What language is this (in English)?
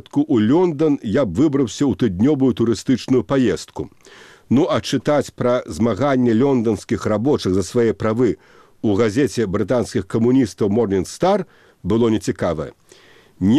Belarusian